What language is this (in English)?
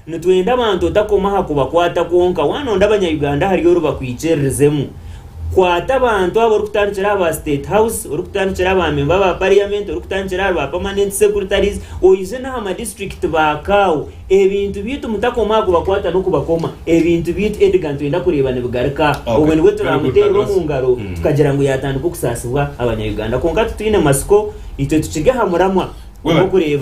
Nyankole